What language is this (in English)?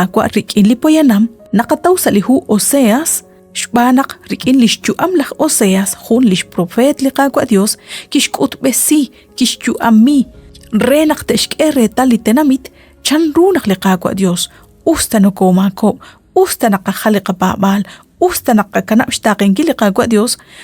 Kekchí